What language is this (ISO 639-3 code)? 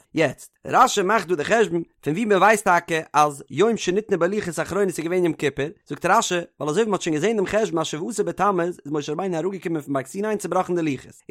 yid